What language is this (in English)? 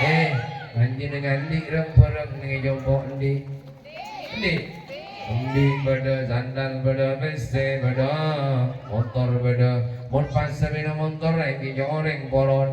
Madurese